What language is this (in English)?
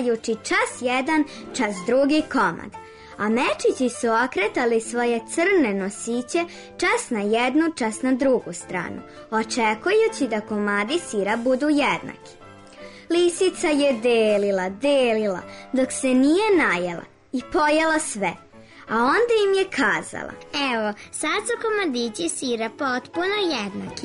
Serbian